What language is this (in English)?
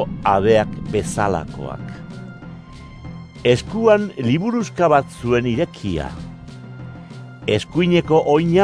Basque